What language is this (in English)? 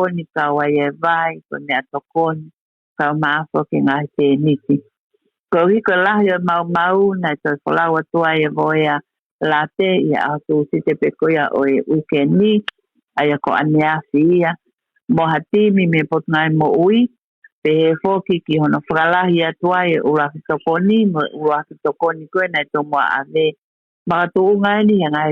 Tongan